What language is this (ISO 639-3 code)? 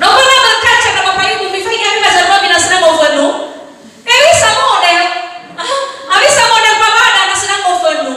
nia